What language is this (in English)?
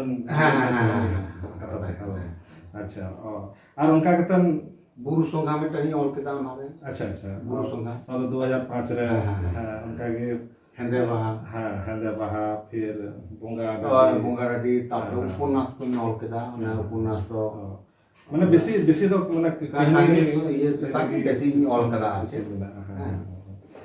Santali